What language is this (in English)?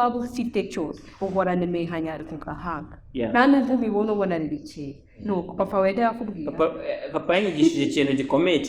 Kinyarwanda